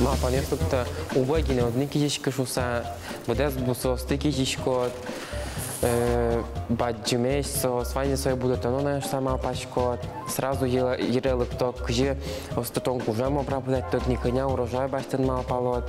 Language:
Udmurt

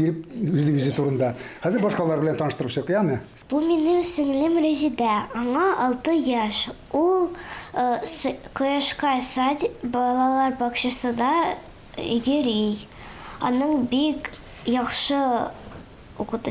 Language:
Tatar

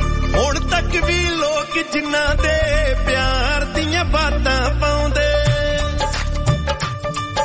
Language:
Punjabi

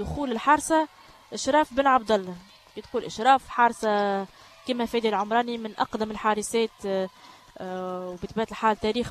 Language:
Tunisian Arabic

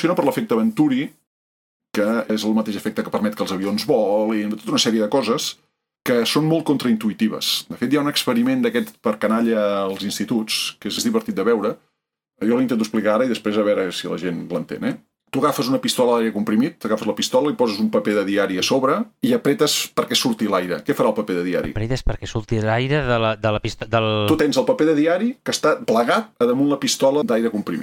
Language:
Catalan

